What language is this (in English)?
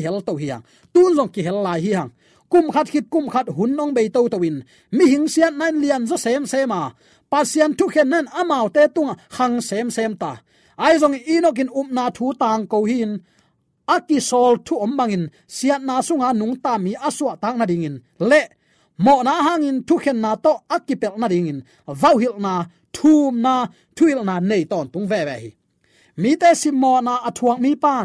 Tedim Chin